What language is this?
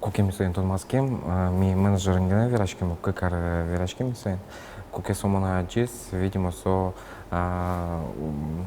Udmurt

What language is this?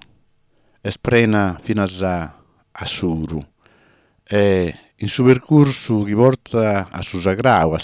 Sardinian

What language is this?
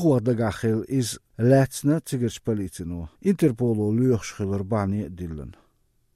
Latvian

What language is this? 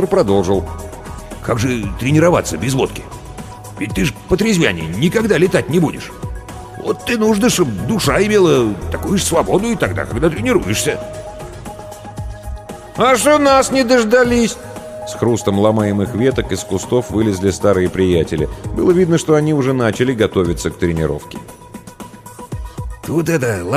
Russian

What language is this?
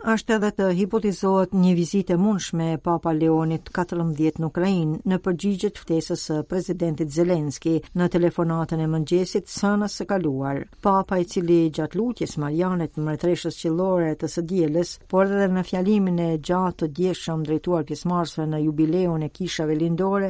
Albanian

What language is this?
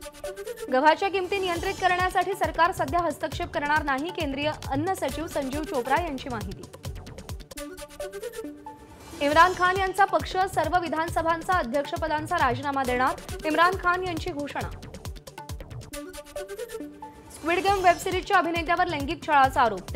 Marathi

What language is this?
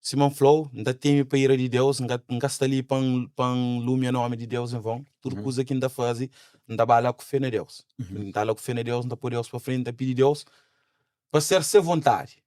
Kabuverdianu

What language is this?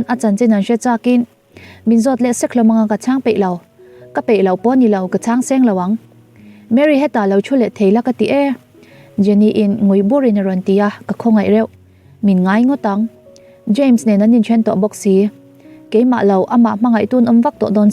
Mizo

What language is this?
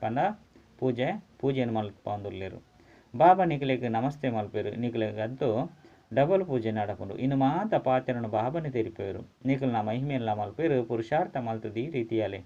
Tulu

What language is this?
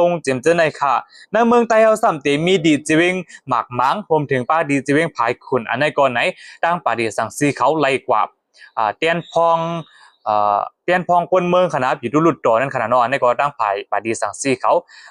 Shan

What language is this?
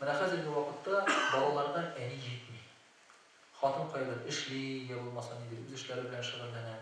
Tatar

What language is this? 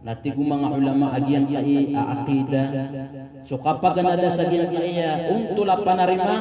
Maranao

